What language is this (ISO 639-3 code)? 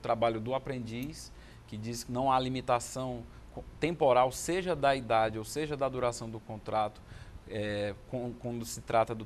por